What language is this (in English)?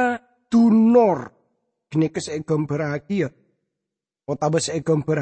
Madurese